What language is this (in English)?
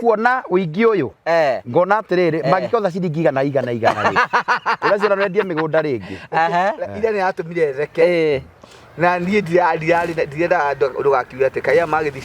Kikuyu